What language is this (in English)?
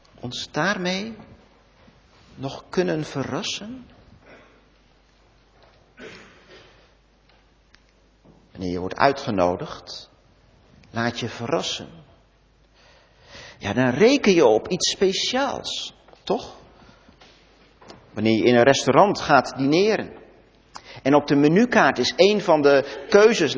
Dutch